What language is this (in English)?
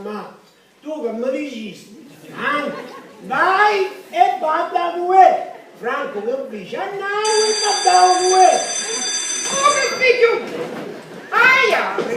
Sicilian